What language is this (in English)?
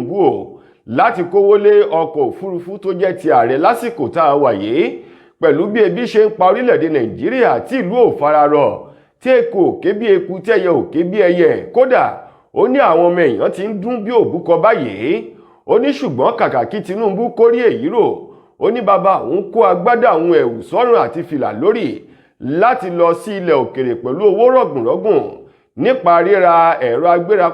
Yoruba